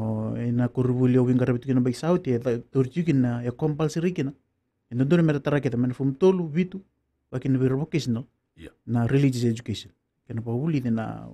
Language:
Fijian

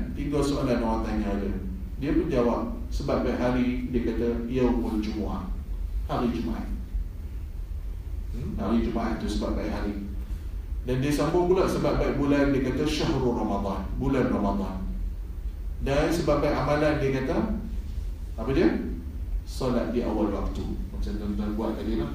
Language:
Malay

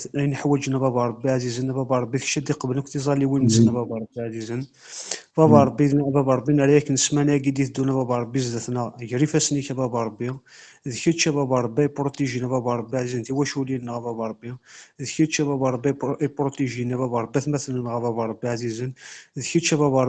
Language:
Kabyle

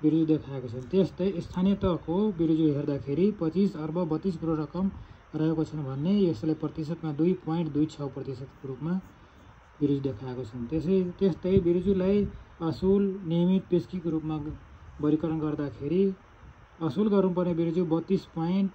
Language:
Nepali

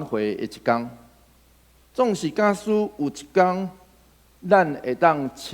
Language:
Min Nan Chinese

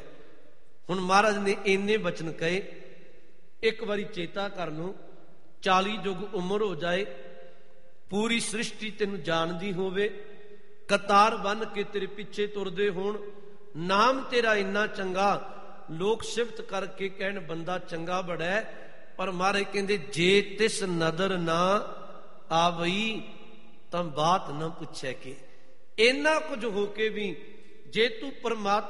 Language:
Punjabi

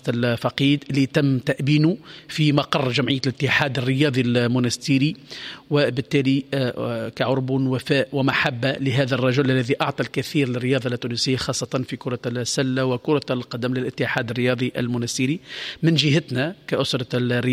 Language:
Tunisian Arabic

